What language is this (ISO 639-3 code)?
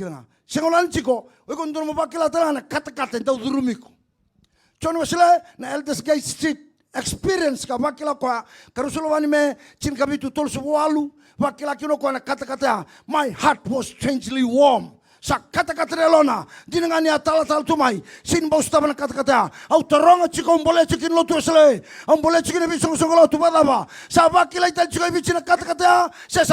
fij